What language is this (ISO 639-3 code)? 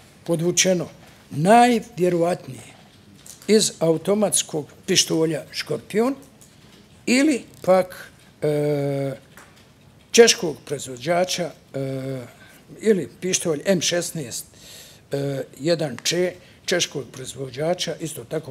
bos